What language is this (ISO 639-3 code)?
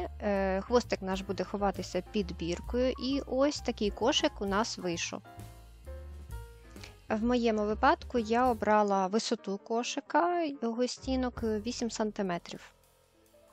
ukr